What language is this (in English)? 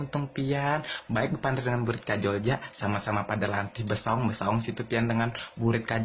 Banjar